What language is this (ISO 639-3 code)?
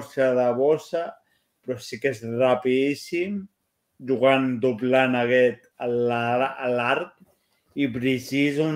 cat